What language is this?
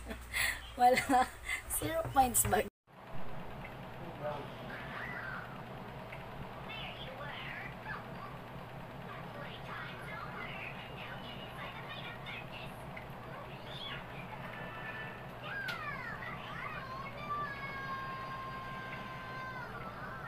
Filipino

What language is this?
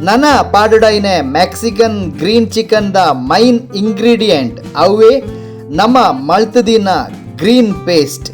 Tulu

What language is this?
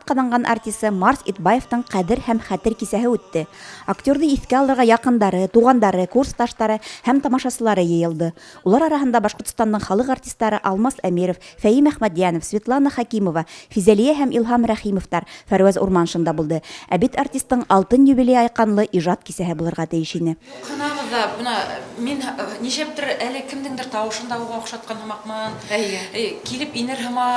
Bashkir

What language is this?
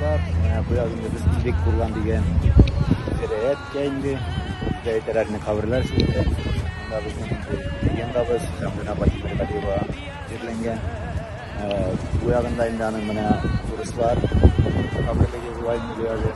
Tatar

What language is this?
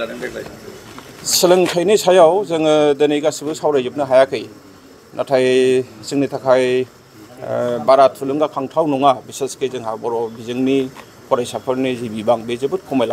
Bodo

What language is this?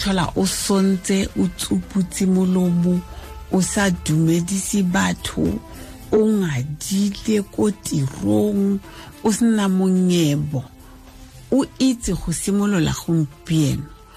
Tswana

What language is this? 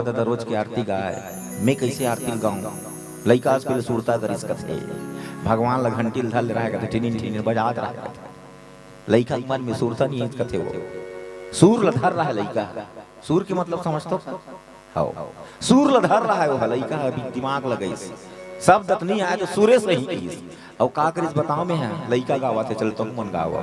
Chhattisgarhi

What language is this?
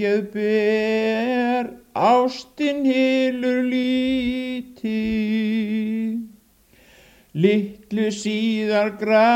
Icelandic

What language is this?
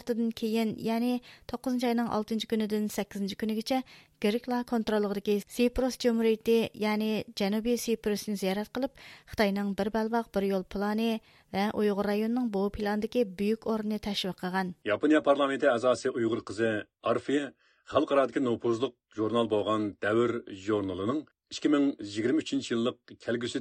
Uyghur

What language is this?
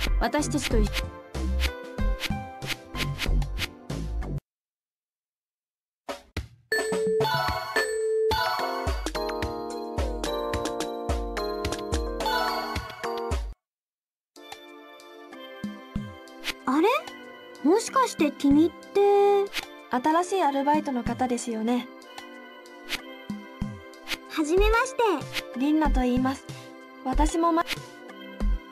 Japanese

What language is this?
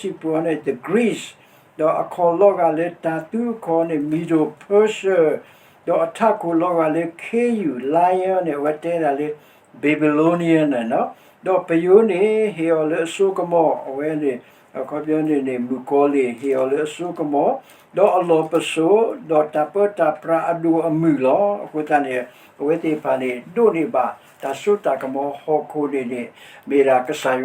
S'gaw Karen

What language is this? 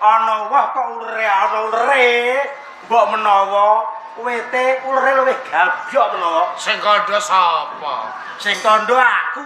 Javanese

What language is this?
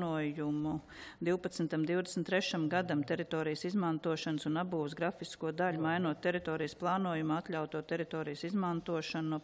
Latvian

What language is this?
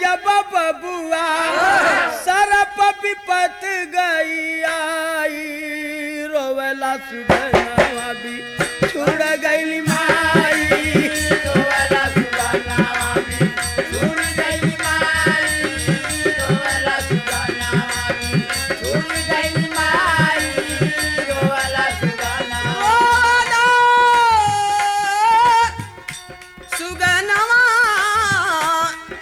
Bhojpuri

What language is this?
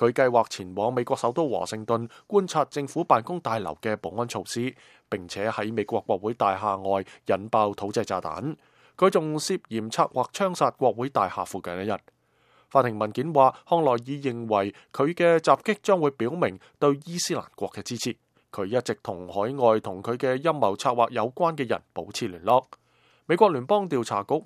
Cantonese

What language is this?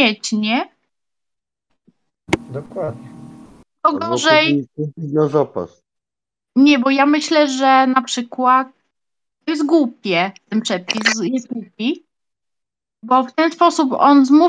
Polish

